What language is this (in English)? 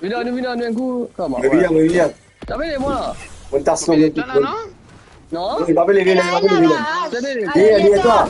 Morisyen